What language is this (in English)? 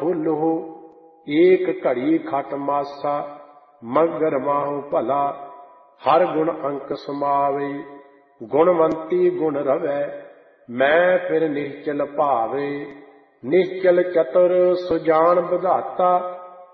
Punjabi